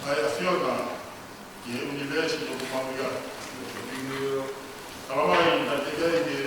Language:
Tongan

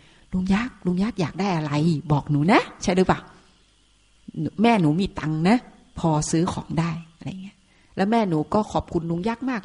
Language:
Thai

